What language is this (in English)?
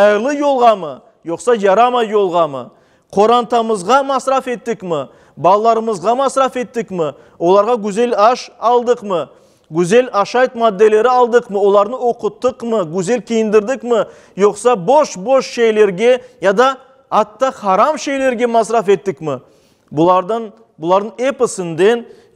Crimean Tatar